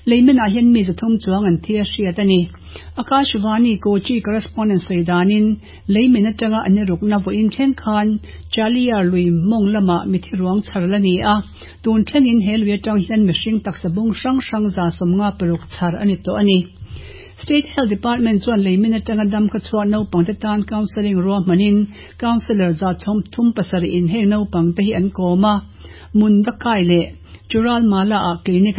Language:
Mizo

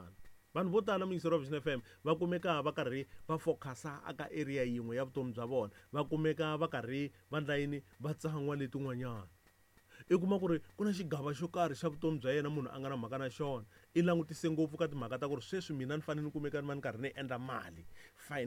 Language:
Tsonga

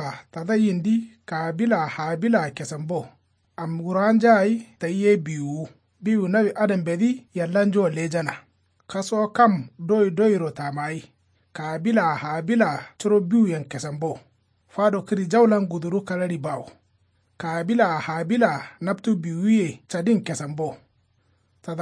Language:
Kanuri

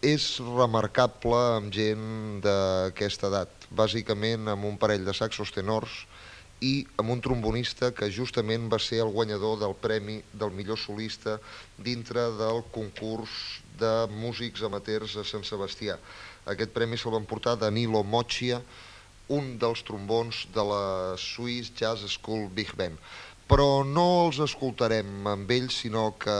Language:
Catalan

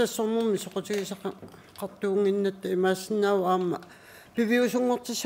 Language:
Kalaallisut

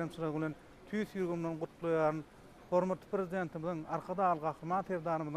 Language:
Turkmen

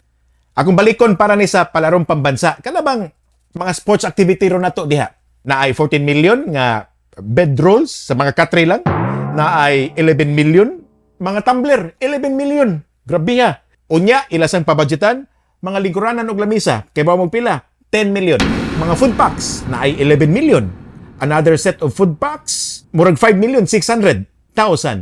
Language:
Cebuano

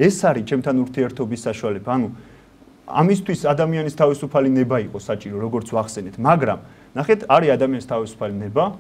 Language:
Georgian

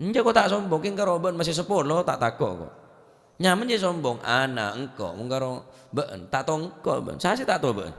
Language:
Madurese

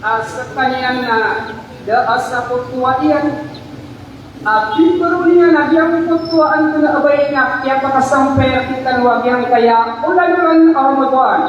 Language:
Maranao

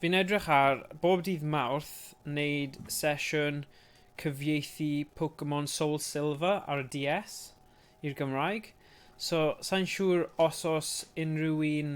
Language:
Welsh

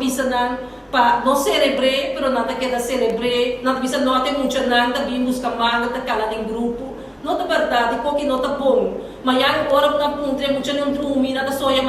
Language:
Papiamento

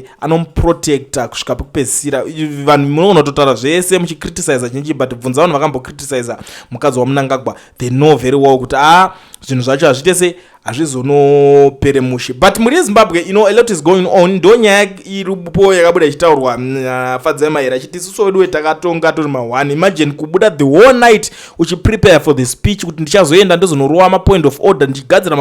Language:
Shona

